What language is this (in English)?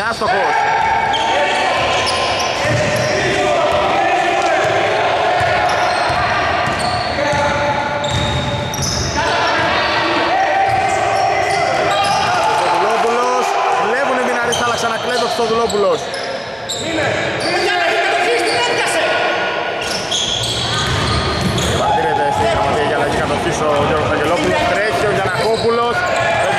Greek